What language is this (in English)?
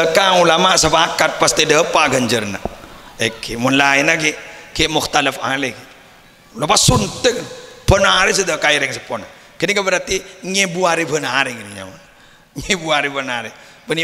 Madurese